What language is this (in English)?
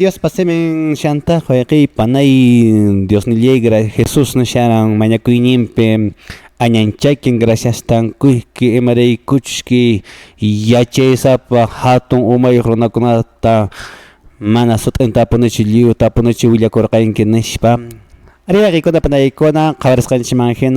Quechua